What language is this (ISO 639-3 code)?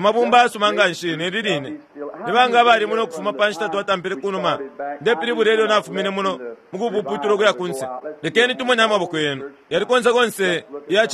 bem